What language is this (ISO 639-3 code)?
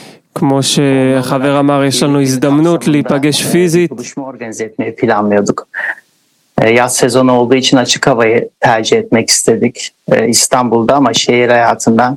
heb